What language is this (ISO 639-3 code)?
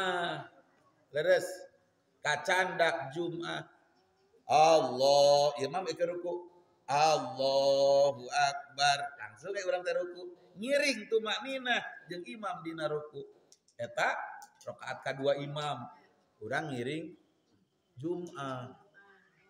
sun